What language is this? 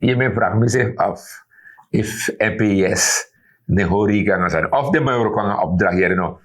Sranan Tongo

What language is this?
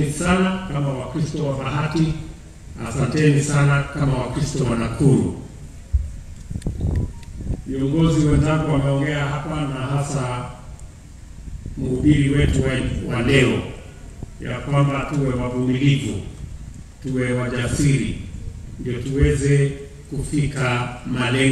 Swahili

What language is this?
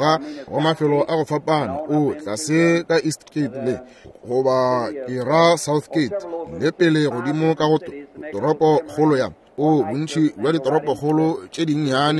Northern Sotho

